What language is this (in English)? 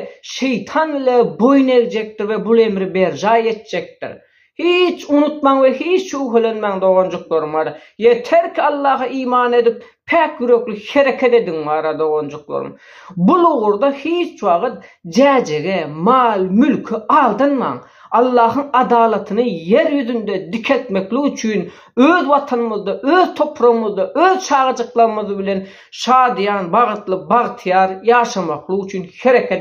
Turkmen